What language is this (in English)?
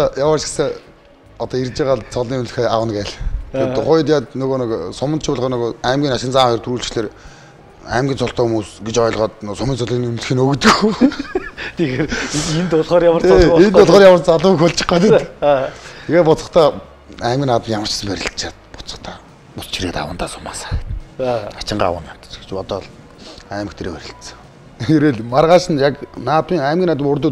Mongolian